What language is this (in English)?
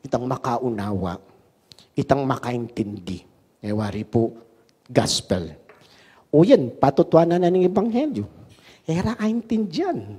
Pampanga